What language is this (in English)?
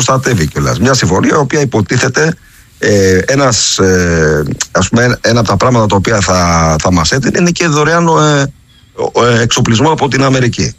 Greek